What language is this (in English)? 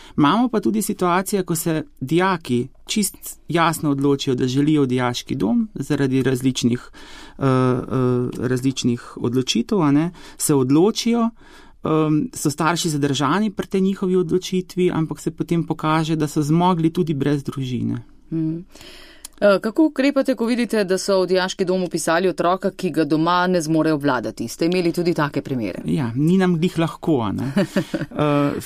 Slovenian